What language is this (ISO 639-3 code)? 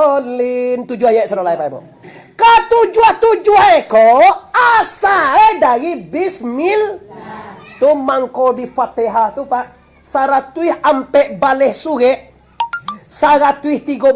min